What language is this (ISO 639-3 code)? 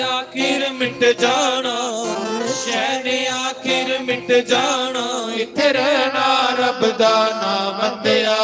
doi